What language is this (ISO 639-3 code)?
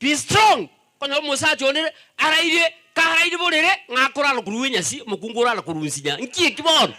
guz